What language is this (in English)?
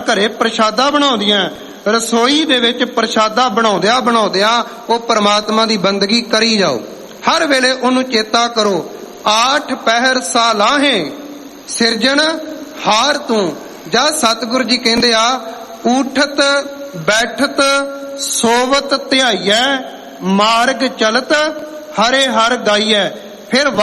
Punjabi